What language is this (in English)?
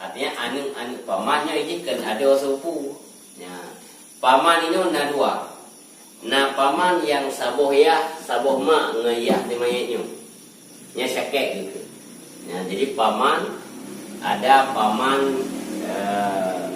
Achinese